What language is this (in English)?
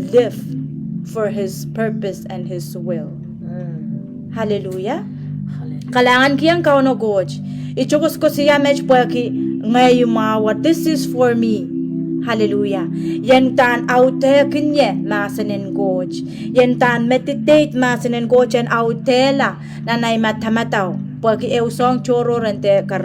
Pohnpeian